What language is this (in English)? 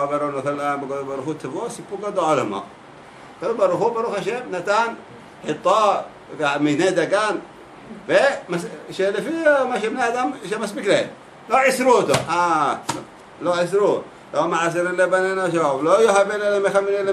Hebrew